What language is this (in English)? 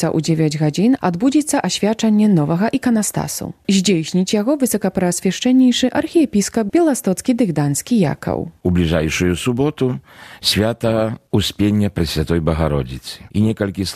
Belarusian